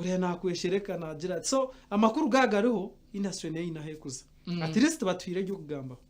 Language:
Nyankole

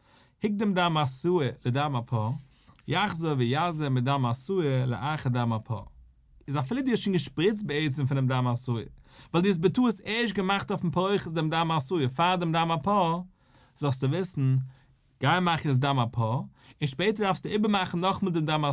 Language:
Yiddish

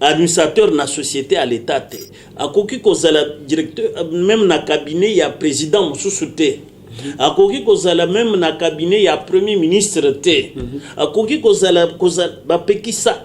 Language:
Lingala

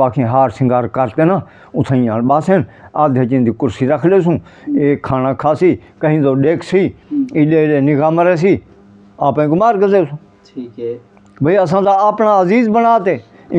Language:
Saraiki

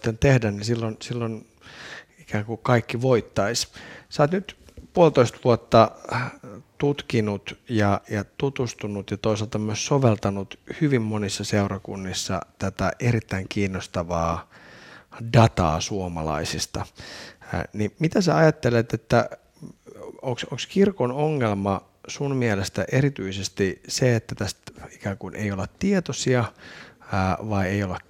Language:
Finnish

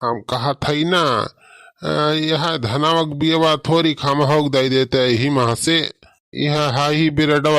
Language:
Awadhi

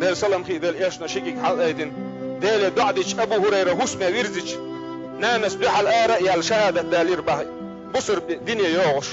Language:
Chechen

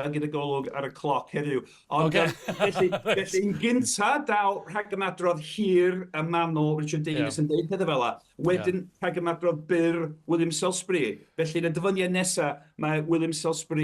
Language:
Welsh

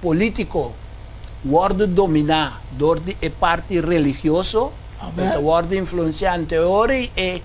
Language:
Papiamento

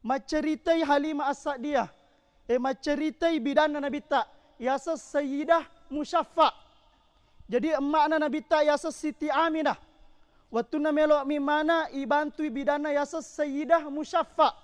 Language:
Buginese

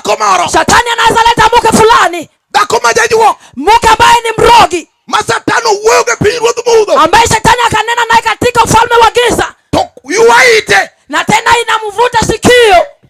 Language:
Luo (Kenya and Tanzania)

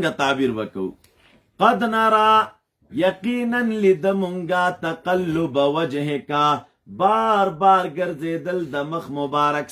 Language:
Pashto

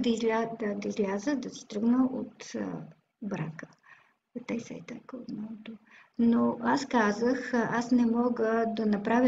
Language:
Bulgarian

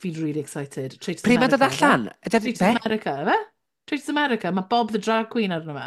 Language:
Welsh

